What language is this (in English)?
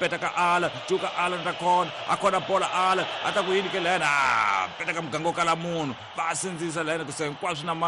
Tsonga